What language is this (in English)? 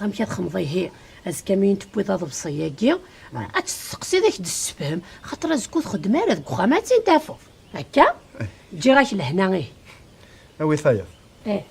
Kabyle